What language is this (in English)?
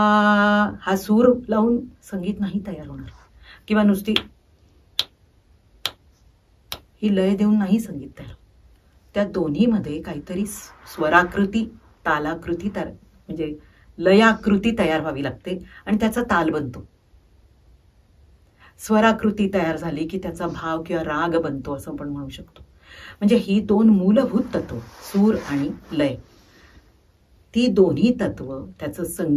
Marathi